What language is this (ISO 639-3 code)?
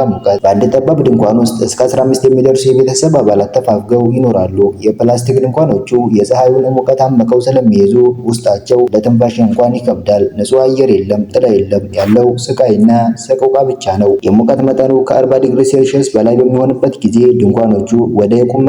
amh